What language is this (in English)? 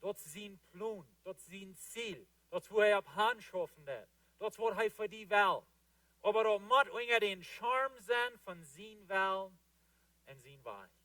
Plautdietsch